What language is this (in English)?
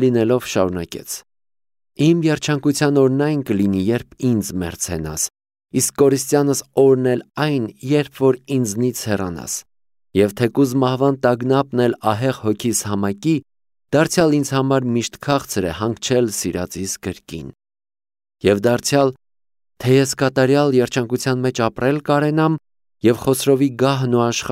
Armenian